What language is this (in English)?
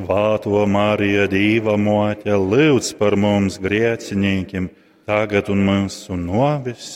Latgalian